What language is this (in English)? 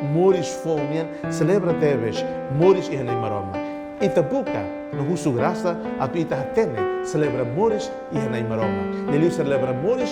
Tetum